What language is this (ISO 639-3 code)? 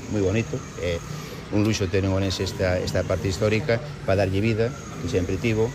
glg